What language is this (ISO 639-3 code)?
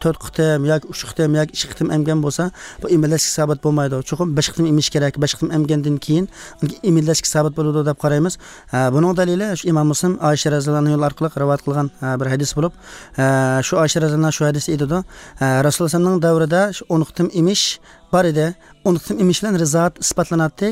uig